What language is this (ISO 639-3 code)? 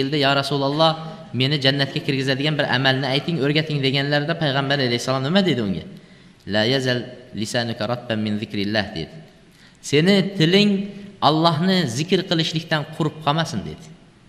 uzb